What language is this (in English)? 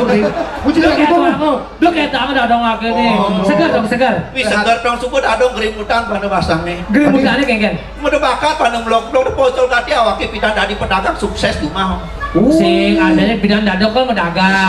Balinese